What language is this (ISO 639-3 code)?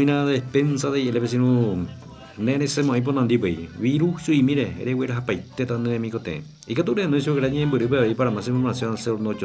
grn